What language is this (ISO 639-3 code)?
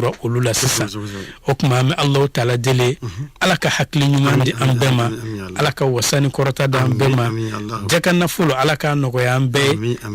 bam